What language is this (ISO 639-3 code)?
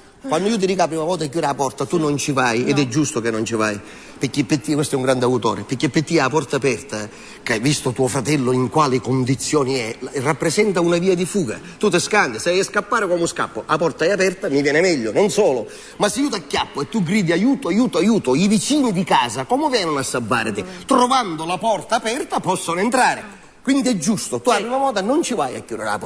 scn